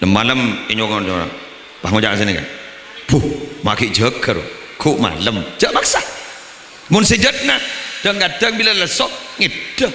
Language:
Madurese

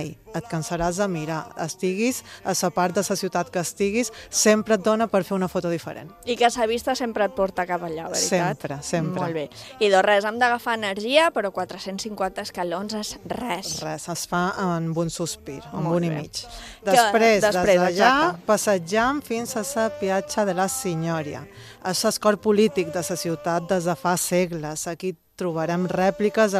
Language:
Catalan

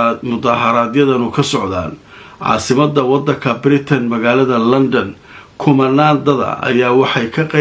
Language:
Somali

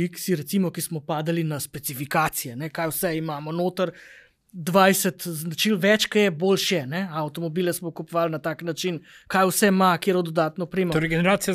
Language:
Slovenian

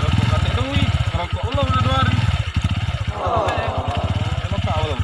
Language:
Musi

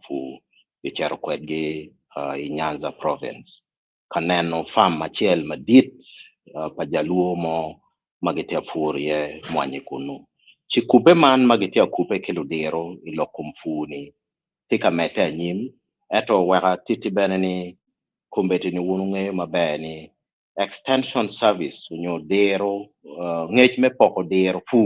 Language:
Acoli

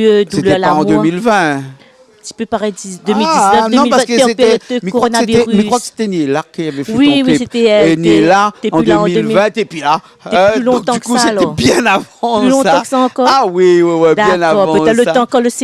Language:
Réunion Creole French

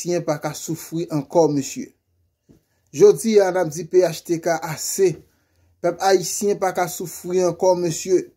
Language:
Haitian Creole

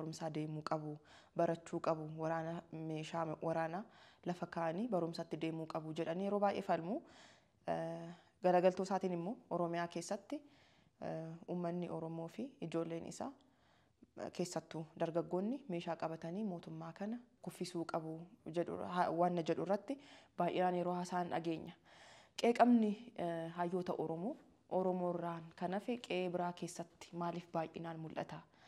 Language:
Oromo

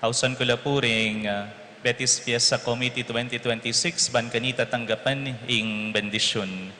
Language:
Pampanga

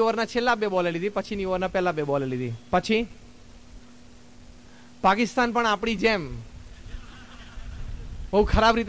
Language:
Gujarati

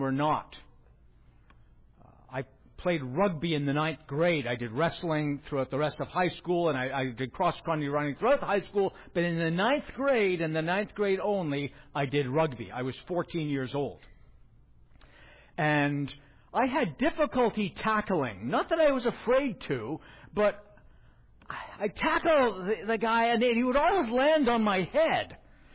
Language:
English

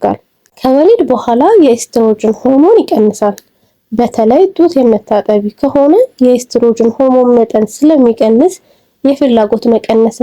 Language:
Amharic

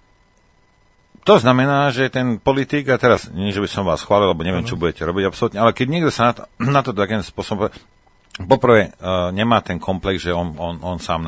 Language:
Slovak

